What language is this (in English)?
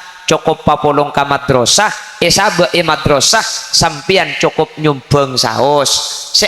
Madurese